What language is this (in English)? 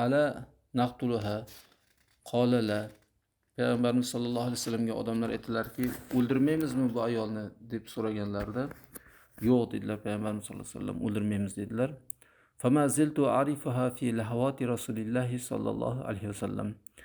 Uzbek